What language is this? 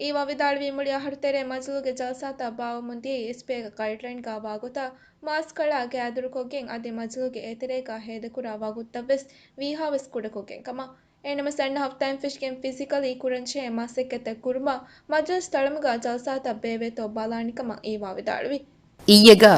Divehi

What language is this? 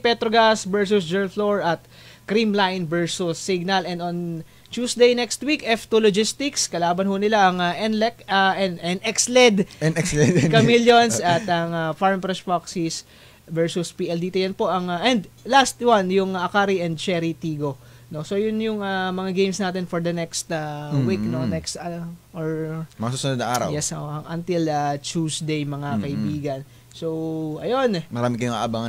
Filipino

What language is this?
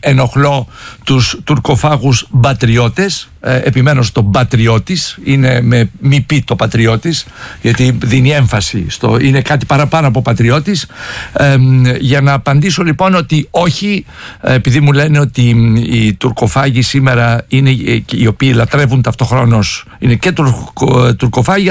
Greek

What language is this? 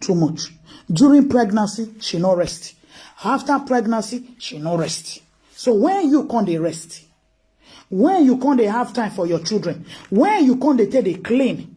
Nigerian Pidgin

